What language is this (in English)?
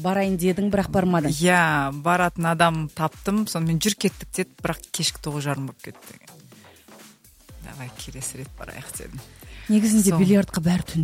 Kazakh